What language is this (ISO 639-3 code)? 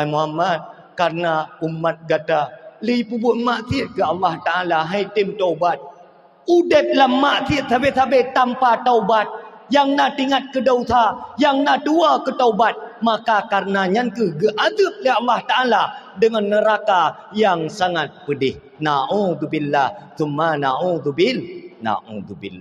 ace